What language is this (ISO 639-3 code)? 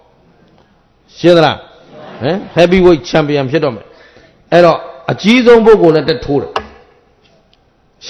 mya